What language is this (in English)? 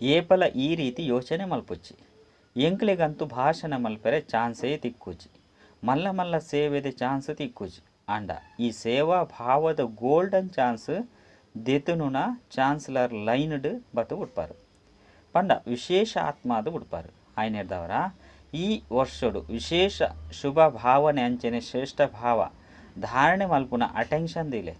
Tulu